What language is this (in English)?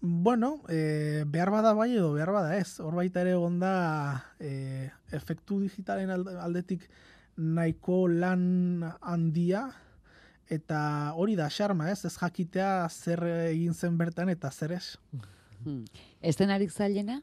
Basque